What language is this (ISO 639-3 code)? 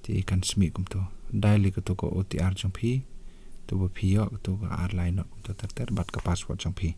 kha